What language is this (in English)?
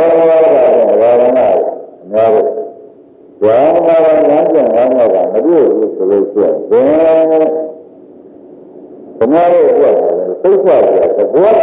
Burmese